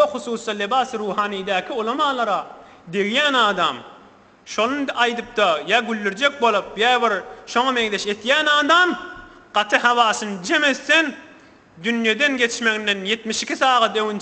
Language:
Turkmen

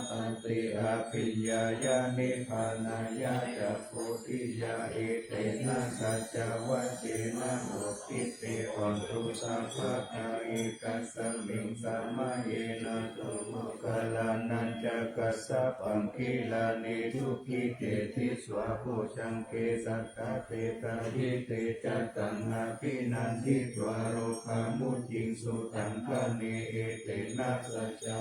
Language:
Pali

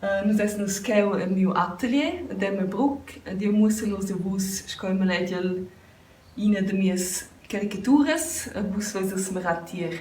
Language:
Romansh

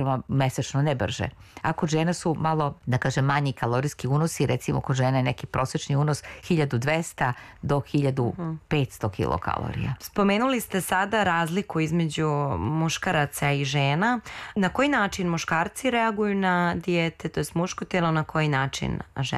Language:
Serbian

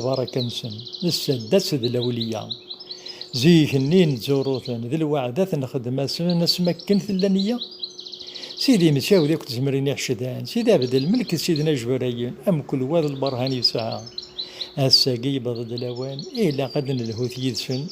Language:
Kabyle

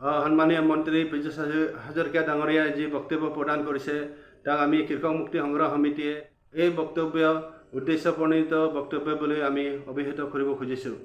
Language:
Assamese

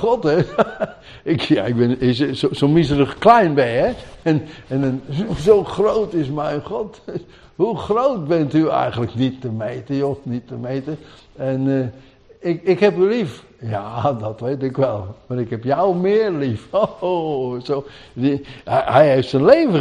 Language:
Dutch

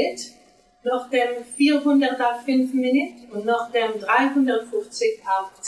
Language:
Yiddish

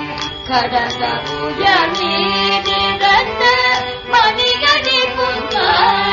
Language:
Tamil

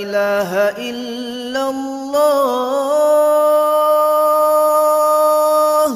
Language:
Divehi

